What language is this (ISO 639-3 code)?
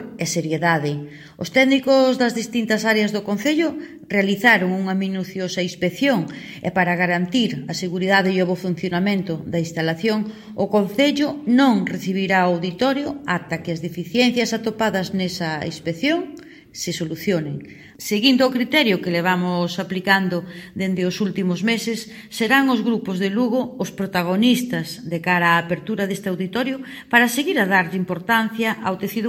glg